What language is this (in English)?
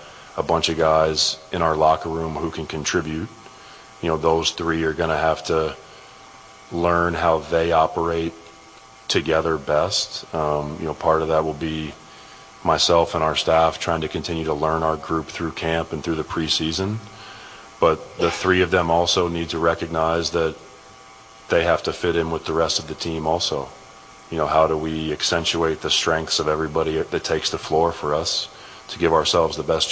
English